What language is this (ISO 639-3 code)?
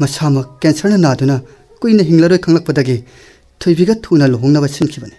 mni